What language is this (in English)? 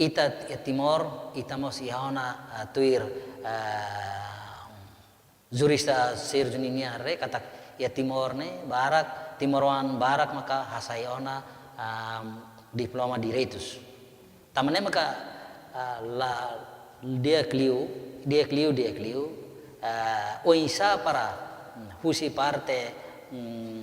Tetum